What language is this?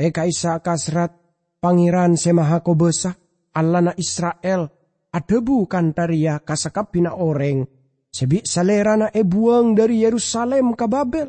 Madurese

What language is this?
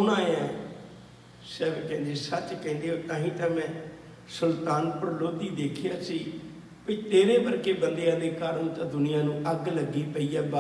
Punjabi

